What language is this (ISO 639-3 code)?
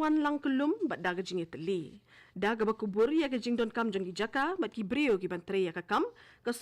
kha